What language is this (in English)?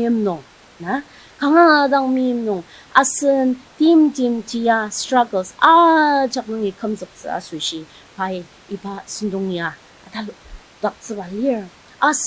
Ao Naga